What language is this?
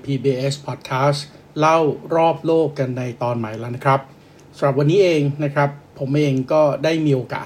Thai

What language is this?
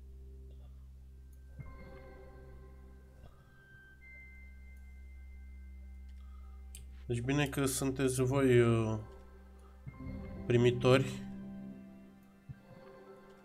Romanian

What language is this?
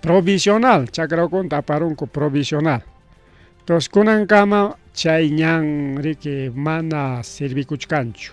Ayacucho Quechua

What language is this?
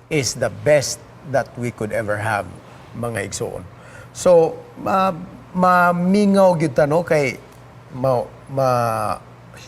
Cebuano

